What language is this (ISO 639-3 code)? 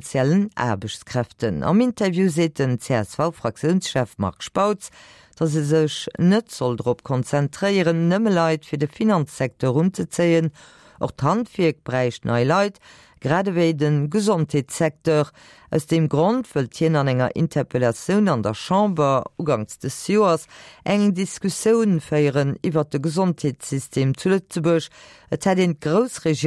ltz